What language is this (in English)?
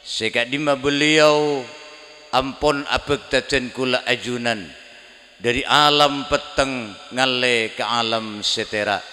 Madurese